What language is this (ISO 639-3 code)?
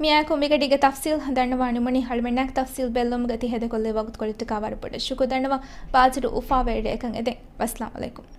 div